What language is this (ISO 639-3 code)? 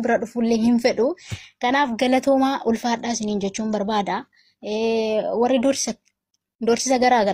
orm